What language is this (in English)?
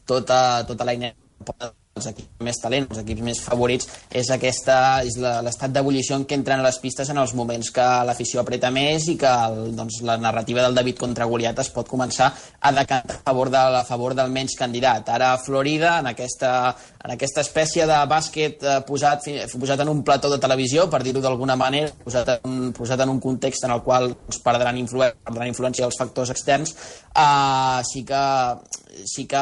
Catalan